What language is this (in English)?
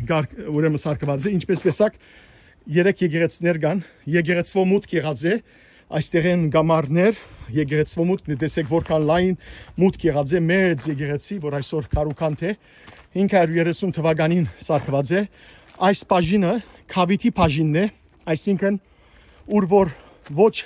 Western Armenian